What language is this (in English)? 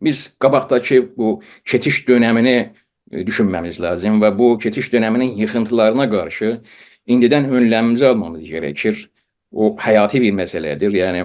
South Azerbaijani